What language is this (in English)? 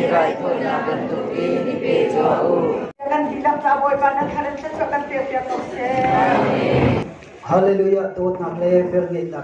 Hakha Chin